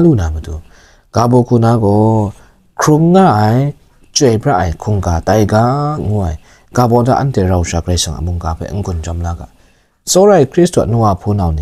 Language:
Kachin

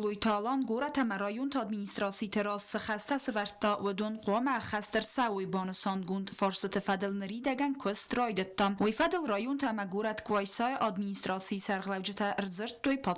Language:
Ossetic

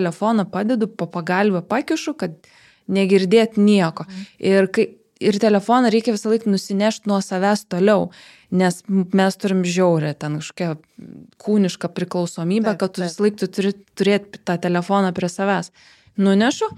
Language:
Lithuanian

